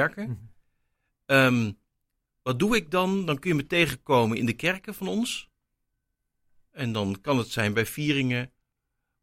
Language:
Dutch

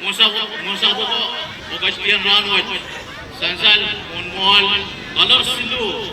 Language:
Pohnpeian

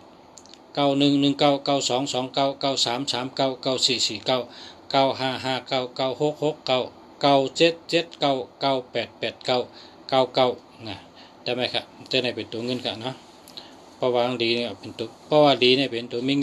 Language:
Shan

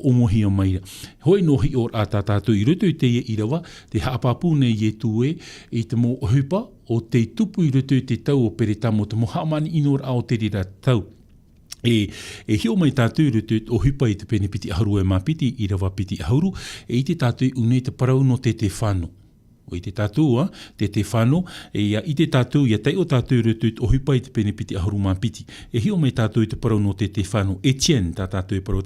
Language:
Tahitian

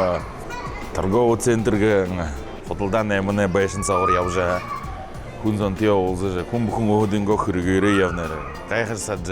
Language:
Buriat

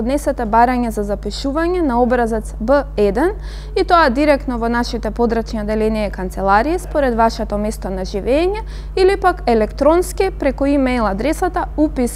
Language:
Macedonian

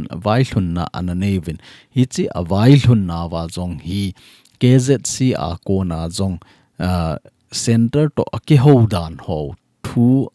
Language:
Thado Chin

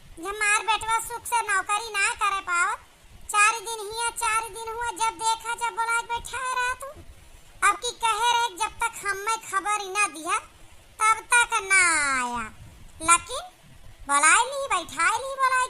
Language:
Awadhi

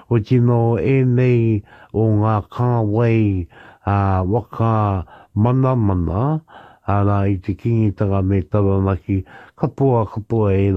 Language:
Māori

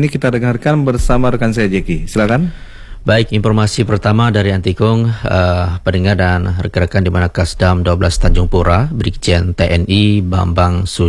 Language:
Indonesian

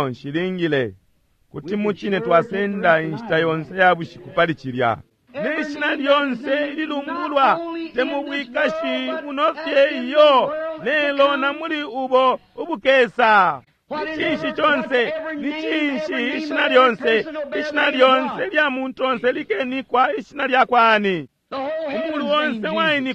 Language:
Bemba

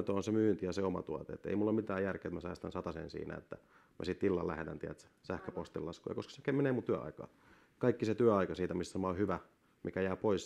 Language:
Finnish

